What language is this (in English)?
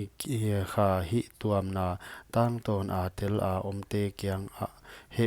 Paite Chin